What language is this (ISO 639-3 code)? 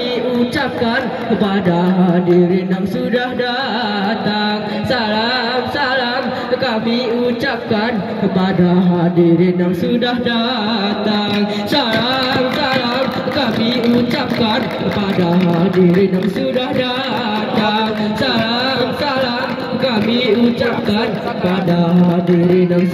gay